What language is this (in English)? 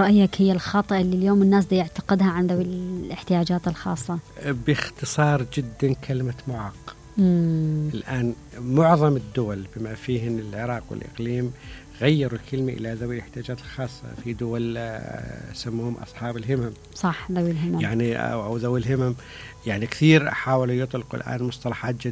Mesopotamian Arabic